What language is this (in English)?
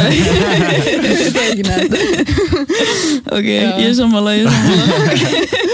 Icelandic